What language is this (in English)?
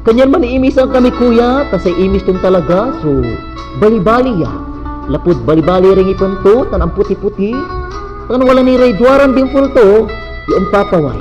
Pangasinan